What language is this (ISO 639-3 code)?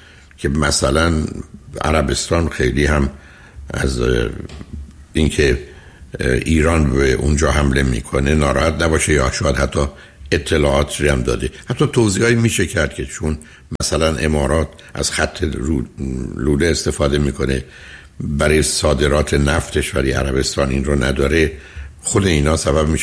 fas